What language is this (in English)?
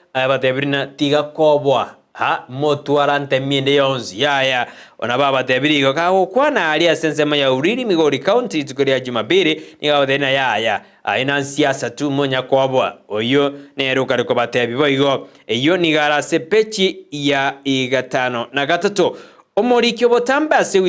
Gusii